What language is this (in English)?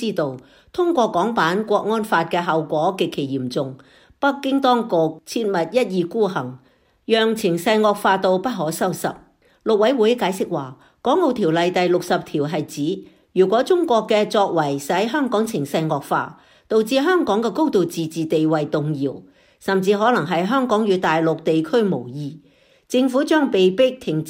Cantonese